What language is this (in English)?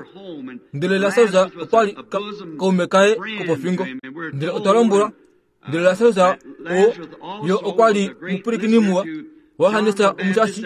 Kuanyama